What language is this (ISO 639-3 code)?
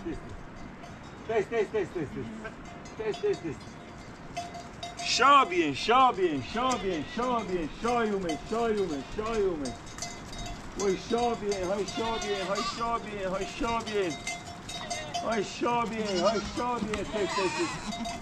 fas